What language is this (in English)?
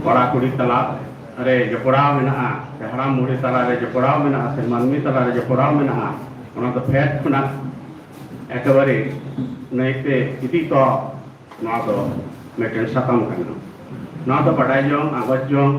Santali